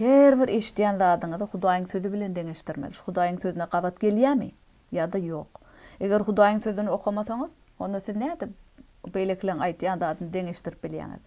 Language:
Turkmen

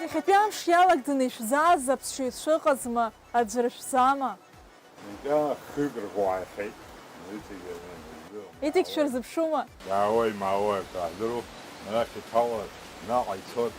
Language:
Abkhazian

